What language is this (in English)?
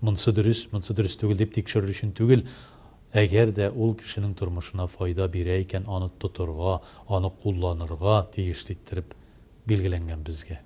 Tatar